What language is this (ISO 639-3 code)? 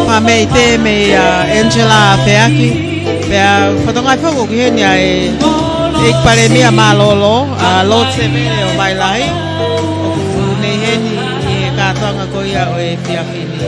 ton